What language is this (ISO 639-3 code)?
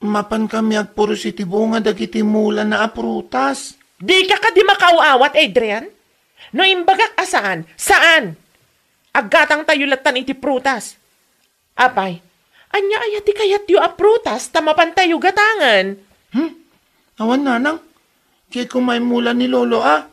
ilo